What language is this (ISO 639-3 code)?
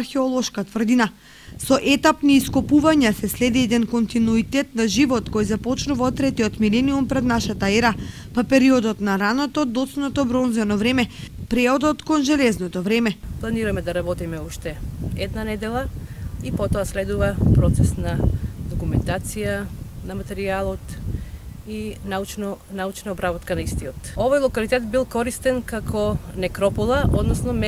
mkd